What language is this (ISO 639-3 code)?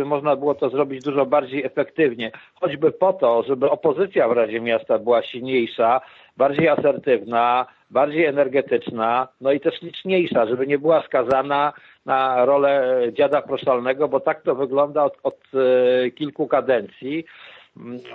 pol